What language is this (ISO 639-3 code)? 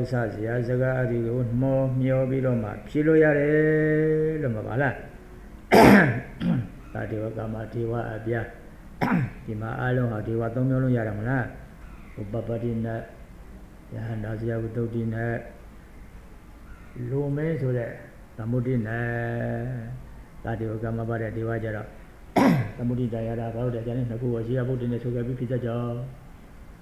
mya